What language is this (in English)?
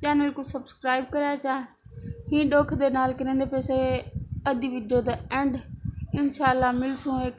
Saraiki